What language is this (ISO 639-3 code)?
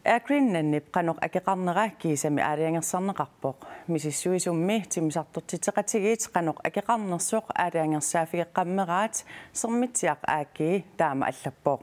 kal